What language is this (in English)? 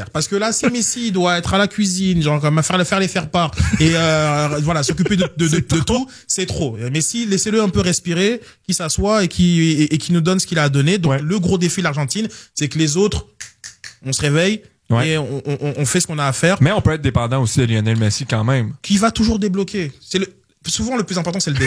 French